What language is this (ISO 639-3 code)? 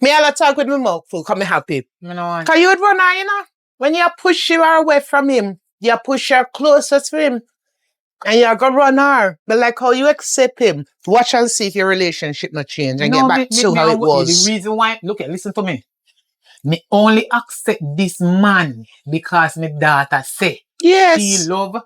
jam